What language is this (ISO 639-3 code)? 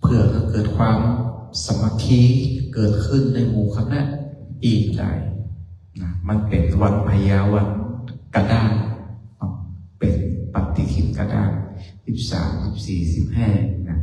pli